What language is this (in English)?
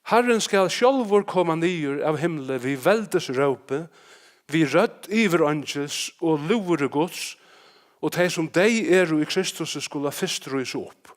Faroese